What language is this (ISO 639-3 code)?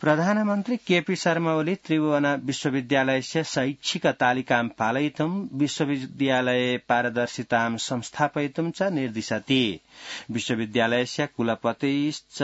san